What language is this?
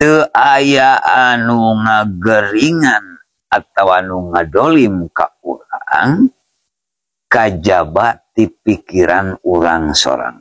Sundanese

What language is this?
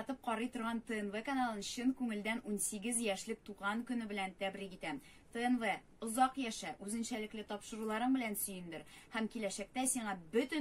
Tatar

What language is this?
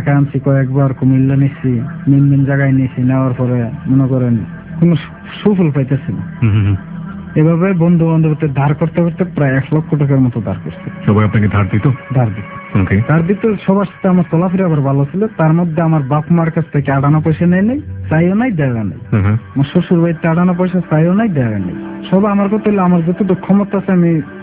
Bangla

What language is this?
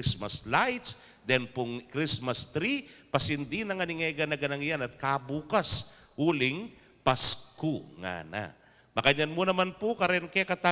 Pampanga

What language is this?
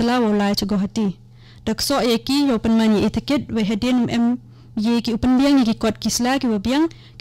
Khasi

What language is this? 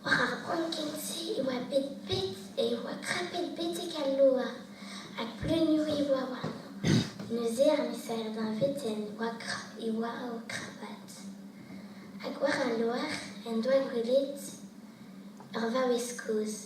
Breton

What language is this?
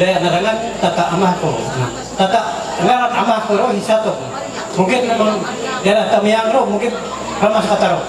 Ma'anyan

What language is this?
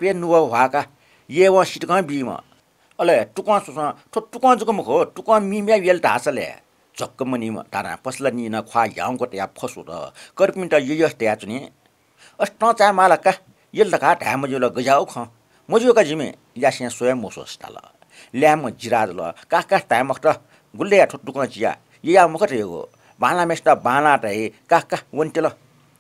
Newari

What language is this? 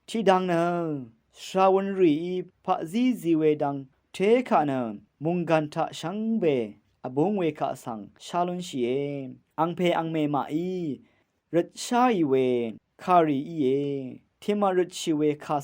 Rawang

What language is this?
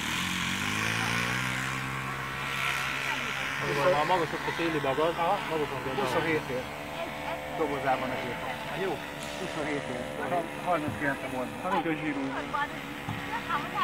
Hungarian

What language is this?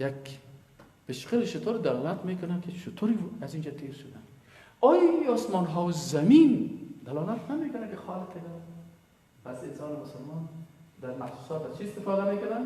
Persian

